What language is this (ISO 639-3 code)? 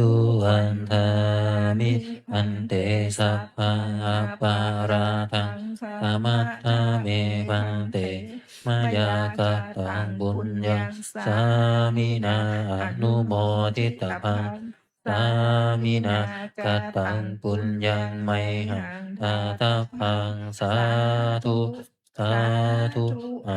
pli